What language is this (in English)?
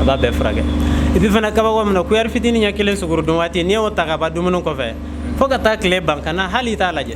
Bambara